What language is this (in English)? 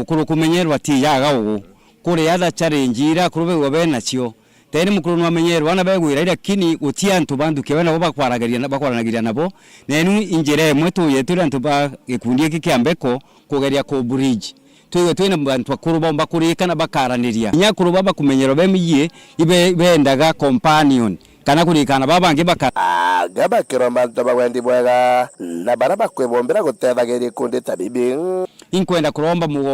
Meru